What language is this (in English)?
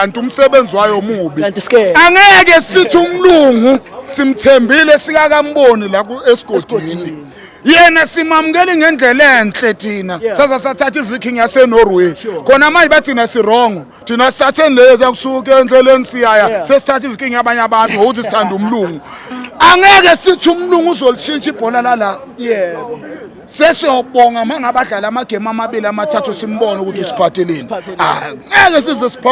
Zulu